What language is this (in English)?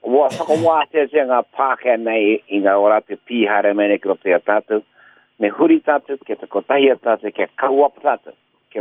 Māori